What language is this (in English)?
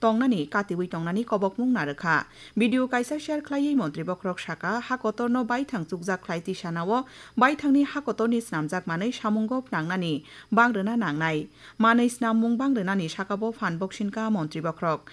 Kok Borok